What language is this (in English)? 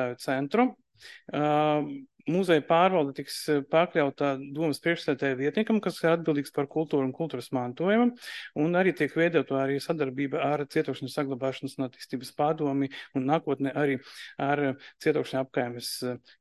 Latvian